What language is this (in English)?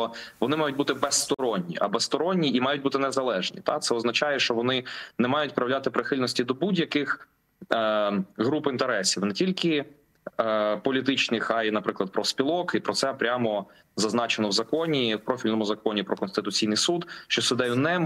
Ukrainian